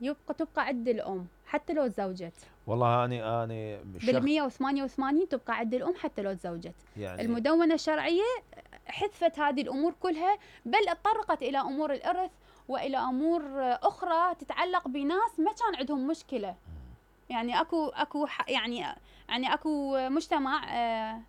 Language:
Mesopotamian Arabic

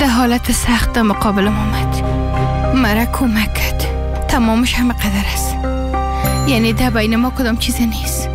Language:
Persian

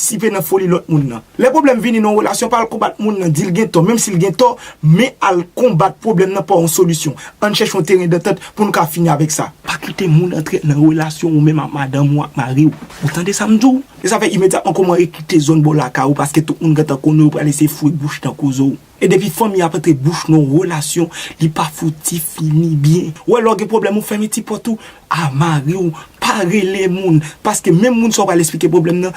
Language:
Haitian Creole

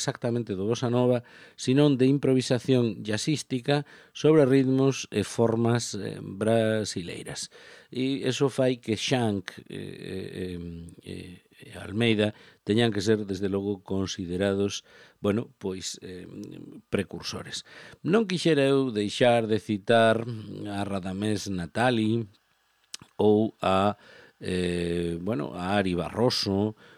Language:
Galician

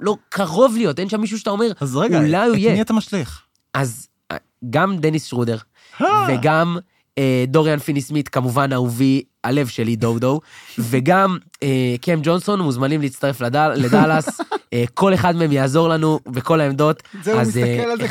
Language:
Hebrew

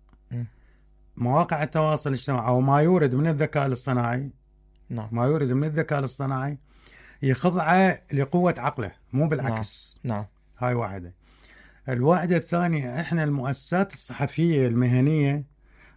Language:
Mesopotamian Arabic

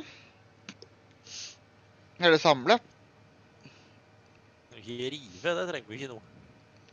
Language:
Norwegian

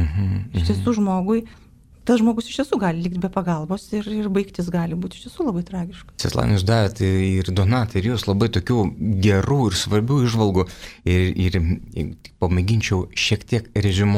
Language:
Lithuanian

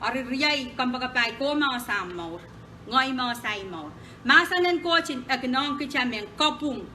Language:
Pohnpeian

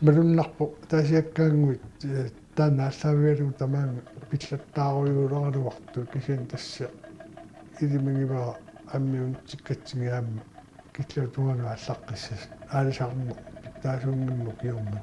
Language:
Kalaallisut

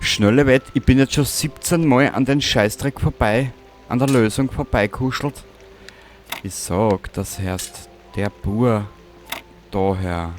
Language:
Bavarian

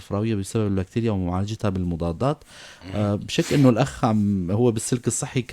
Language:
North Levantine Arabic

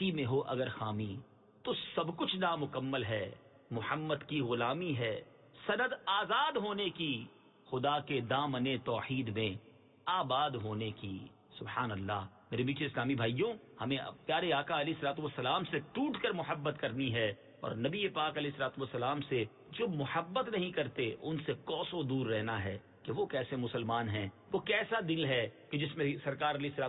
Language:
Urdu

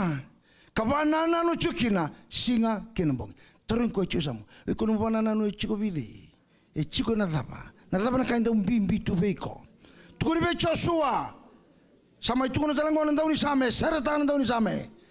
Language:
Fijian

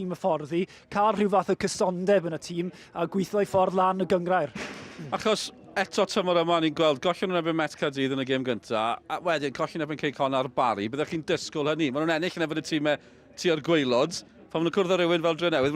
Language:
Welsh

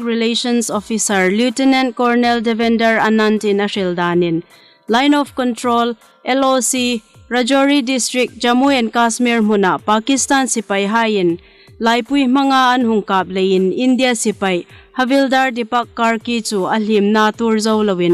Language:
Hmar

